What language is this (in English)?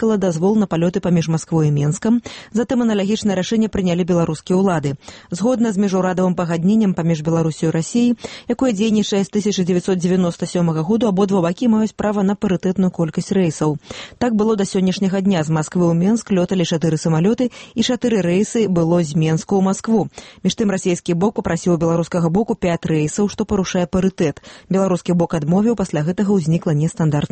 Belarusian